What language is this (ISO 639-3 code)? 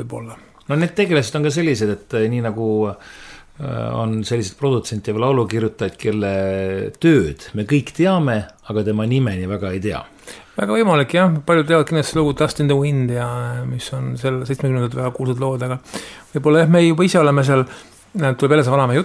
est